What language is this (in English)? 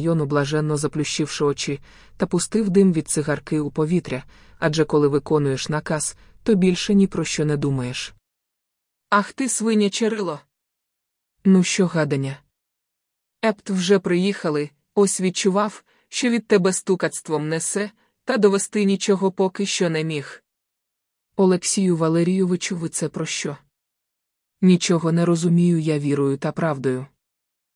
Ukrainian